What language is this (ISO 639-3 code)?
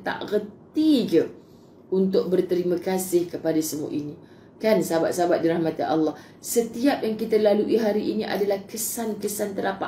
msa